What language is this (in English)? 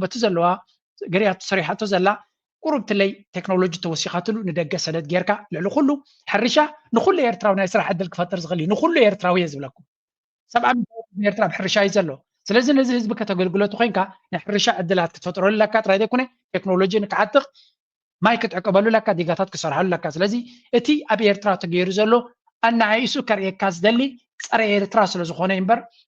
Tigrinya